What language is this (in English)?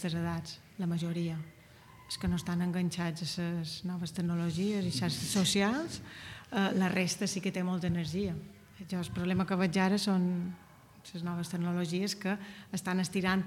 Catalan